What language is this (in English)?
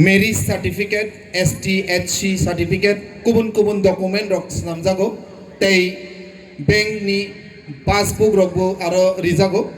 Kok Borok